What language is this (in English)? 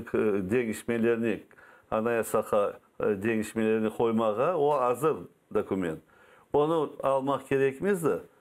Crimean Tatar